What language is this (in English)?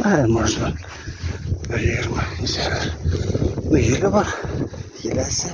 Bashkir